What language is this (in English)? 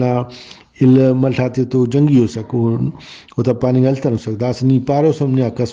Brahui